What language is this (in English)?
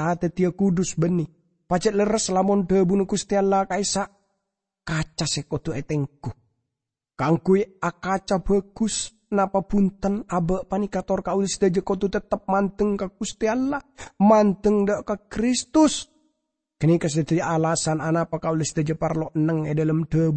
Madurese